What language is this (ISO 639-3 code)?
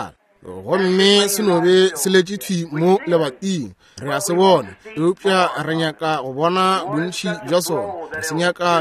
nso